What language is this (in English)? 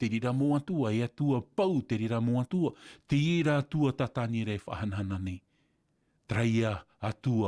Tahitian